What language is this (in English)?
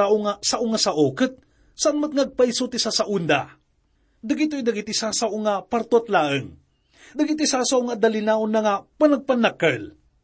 Iloko